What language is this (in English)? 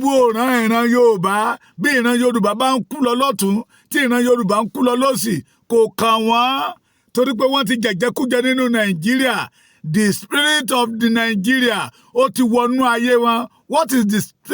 Yoruba